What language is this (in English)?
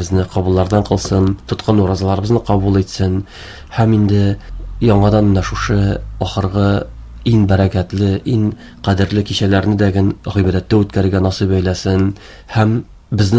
Tatar